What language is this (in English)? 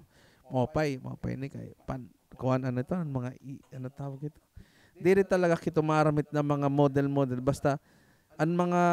Waray